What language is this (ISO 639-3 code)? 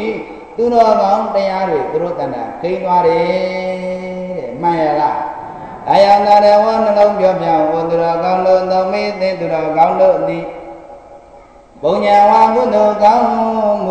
mya